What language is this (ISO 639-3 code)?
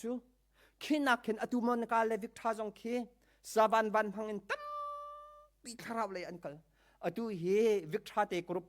cnh